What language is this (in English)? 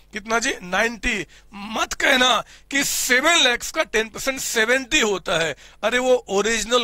Hindi